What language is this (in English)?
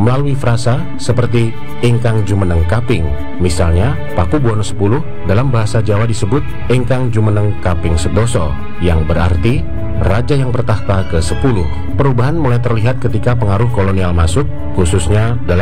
Indonesian